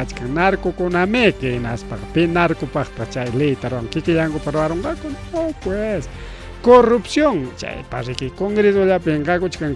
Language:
Ayacucho Quechua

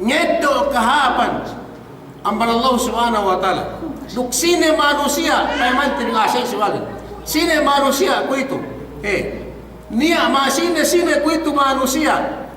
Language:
Yakan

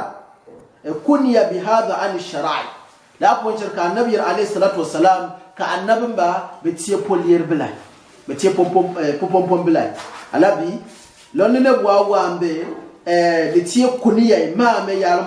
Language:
Gourmanchéma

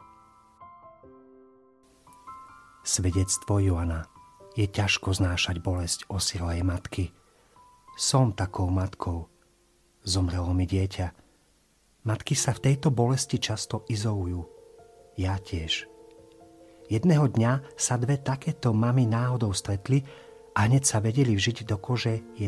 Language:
Slovak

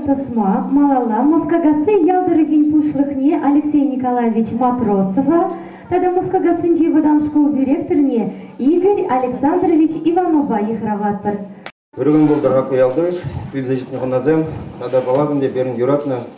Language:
Chuvash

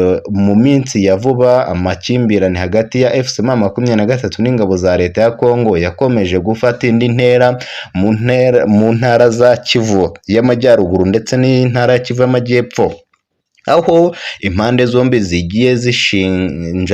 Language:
Kinyarwanda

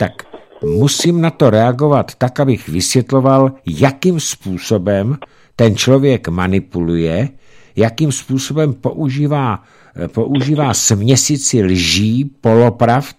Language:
Czech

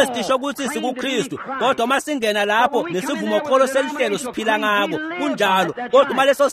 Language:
Swati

